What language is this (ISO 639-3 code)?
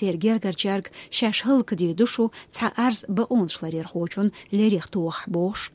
che